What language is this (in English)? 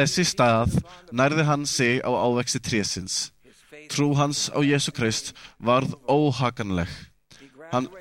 Icelandic